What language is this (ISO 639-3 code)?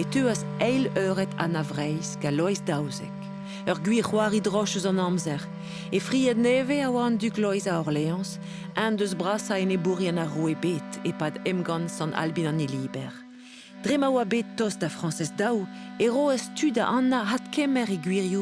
bre